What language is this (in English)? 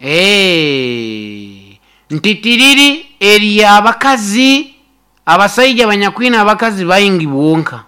Nyankole